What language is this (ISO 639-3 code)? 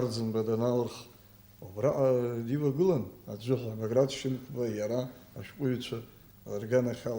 abk